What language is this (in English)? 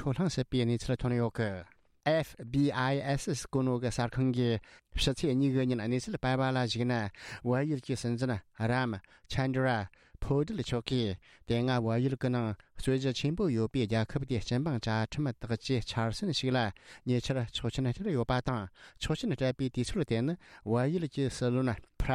Tibetan